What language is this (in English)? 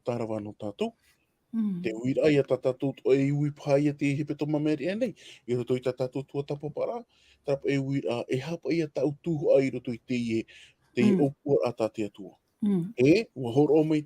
Tahitian